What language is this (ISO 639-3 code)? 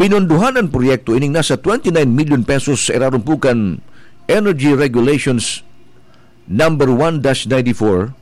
bik